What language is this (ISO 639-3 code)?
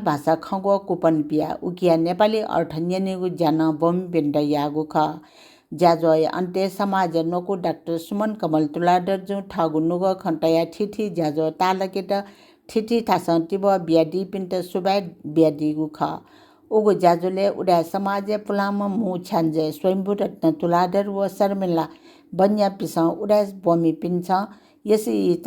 new